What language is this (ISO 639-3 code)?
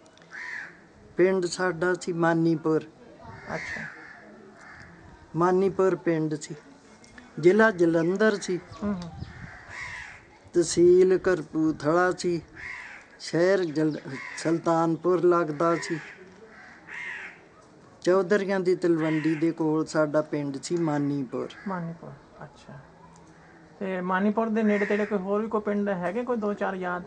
pan